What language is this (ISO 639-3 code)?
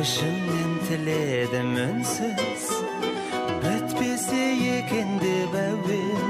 kaa